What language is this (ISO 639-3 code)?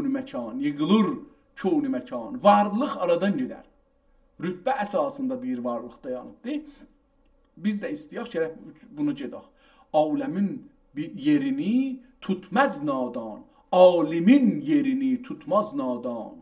azb